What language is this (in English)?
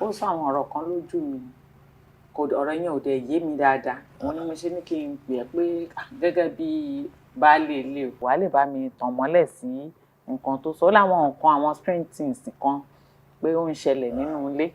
Yoruba